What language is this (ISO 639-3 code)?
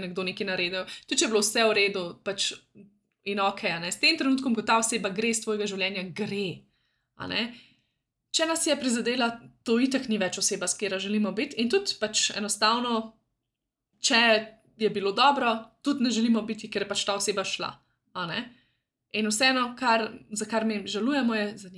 slv